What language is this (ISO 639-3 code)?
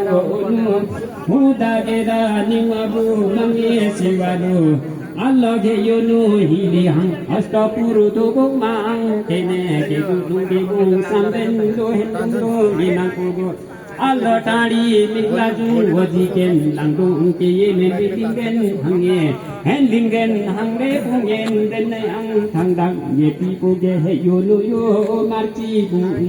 lif